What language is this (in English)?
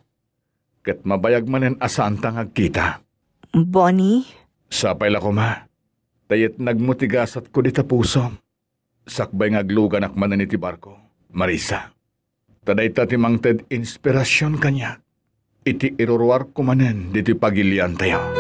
Iloko